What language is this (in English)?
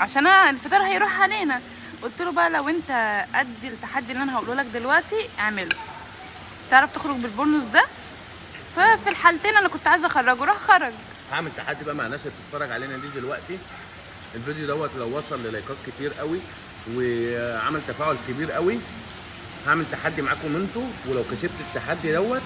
Egyptian Arabic